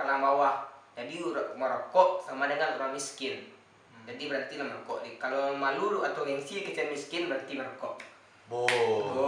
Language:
Minangkabau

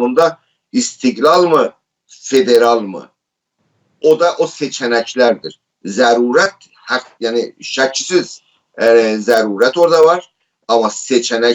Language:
South Azerbaijani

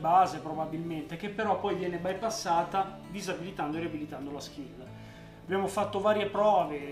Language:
Italian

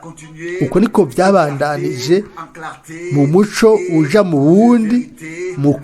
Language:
Rundi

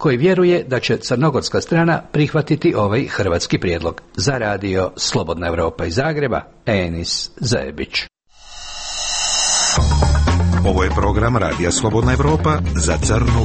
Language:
Croatian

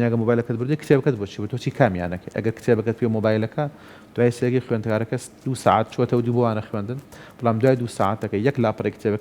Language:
Central Kurdish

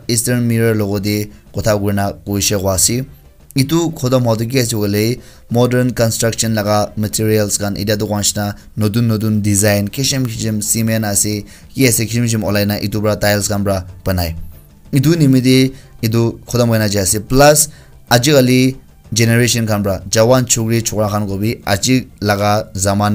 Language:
Naga Pidgin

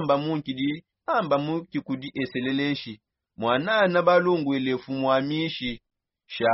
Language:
Songe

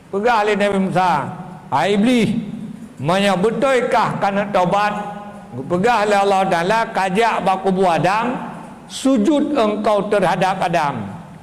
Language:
Achinese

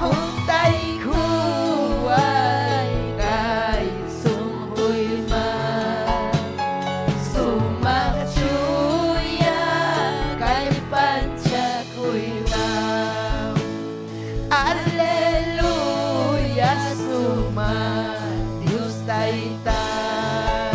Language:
Ayacucho Quechua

